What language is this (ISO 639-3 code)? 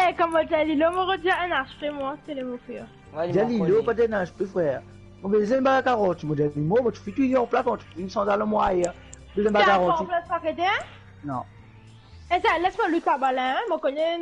mfe